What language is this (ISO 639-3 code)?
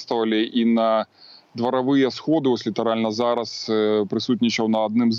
bel